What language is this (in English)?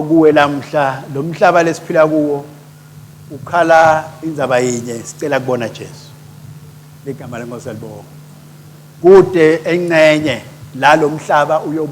Swati